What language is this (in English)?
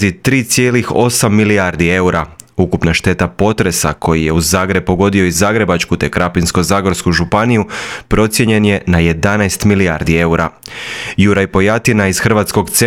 Croatian